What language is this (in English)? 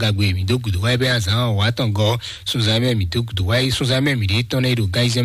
Fon